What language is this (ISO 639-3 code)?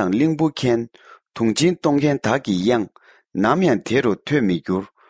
bod